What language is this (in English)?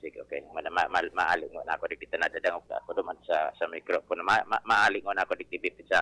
Bikol